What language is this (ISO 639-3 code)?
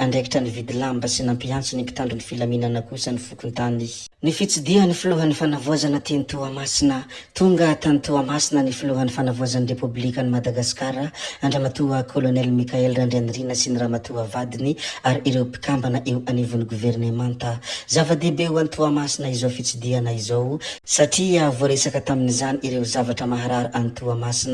mlg